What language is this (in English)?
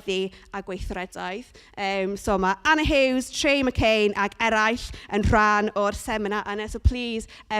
Welsh